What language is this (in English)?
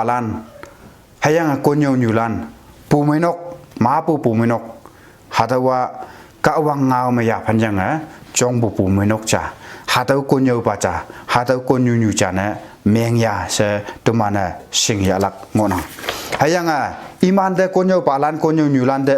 Konyak Naga